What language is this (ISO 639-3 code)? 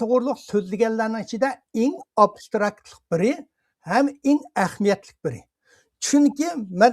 uig